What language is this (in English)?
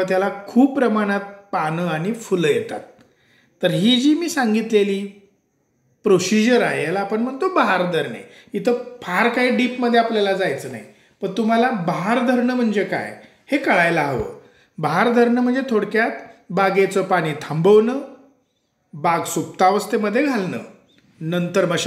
Marathi